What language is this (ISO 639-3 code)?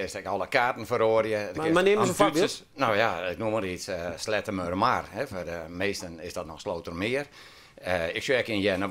fry